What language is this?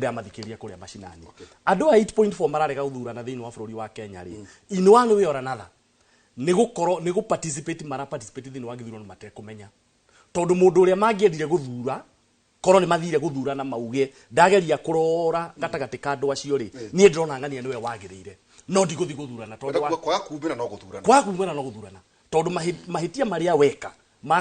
Kikuyu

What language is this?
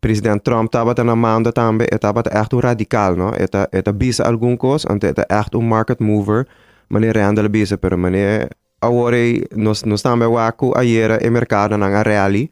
Papiamento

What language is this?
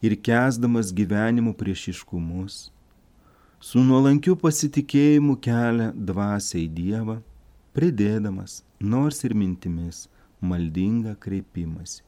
Lithuanian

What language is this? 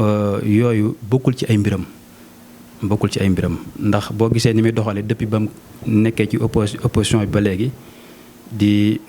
Wolof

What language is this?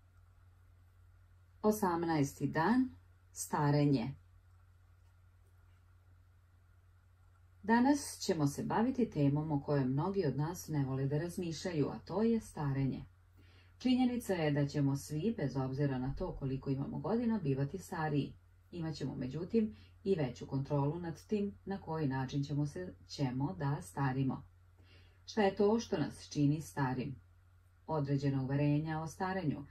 Serbian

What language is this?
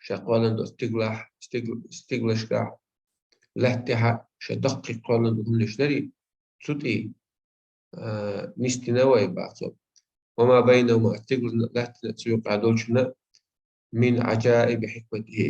Chechen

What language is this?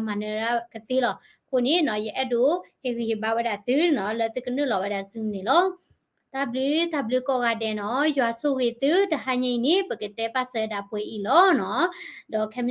S'gaw Karen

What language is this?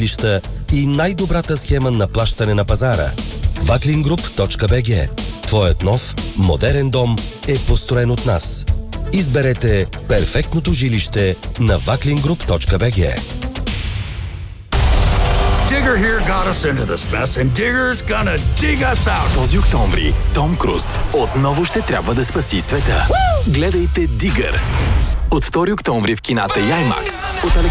Bulgarian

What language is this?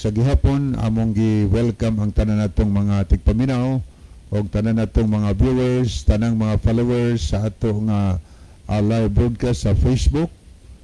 Cebuano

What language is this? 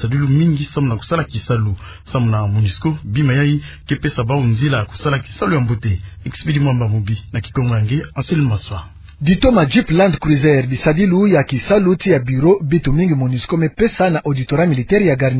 Kituba (Democratic Republic of Congo)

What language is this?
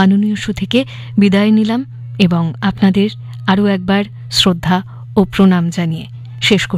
Bangla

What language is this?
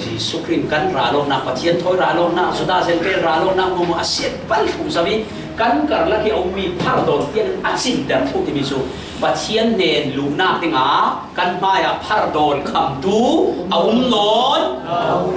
Falam Chin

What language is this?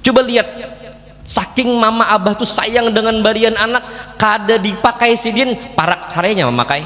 Banjar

